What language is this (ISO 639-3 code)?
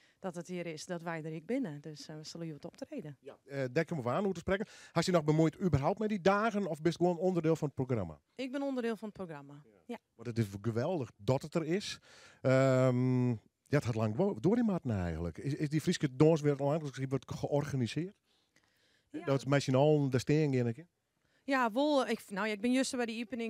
fry